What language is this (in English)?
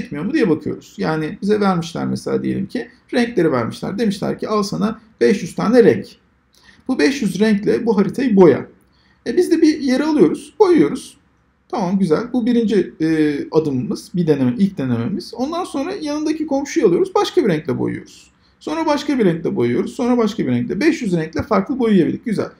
Turkish